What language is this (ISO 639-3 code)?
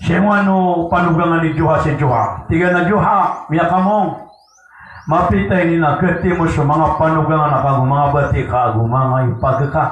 mrw